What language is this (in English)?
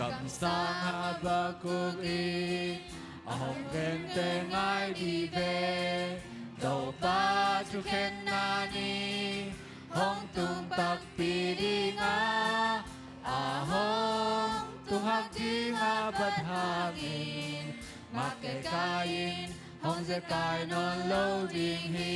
Tedim Chin